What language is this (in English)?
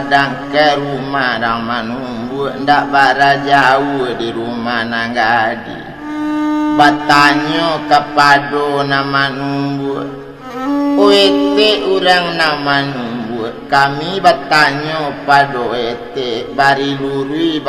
Minangkabau